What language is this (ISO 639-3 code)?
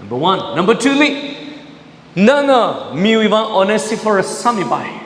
nmf